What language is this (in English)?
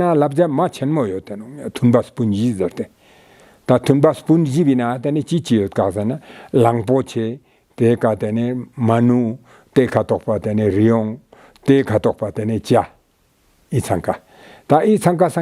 Ladakhi